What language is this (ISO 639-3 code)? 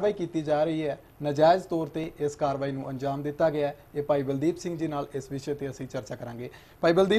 pan